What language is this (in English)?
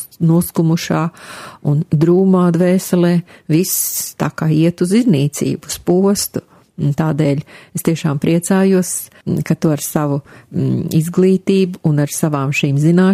Latvian